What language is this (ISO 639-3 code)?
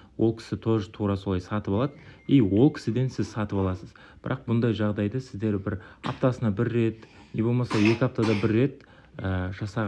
kaz